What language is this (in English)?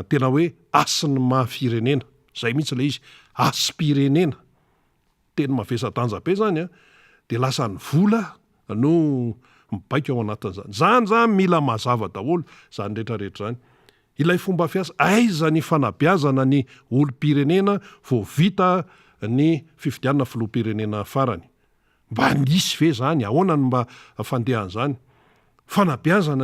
Malagasy